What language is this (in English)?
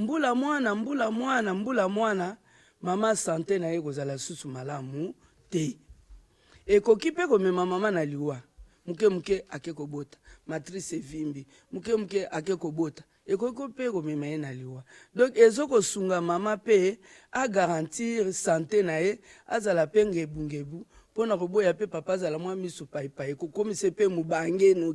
Lingala